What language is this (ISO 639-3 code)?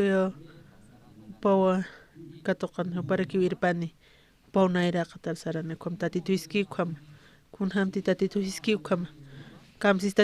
aym